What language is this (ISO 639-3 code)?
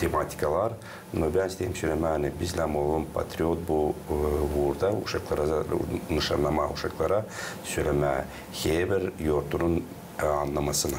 gag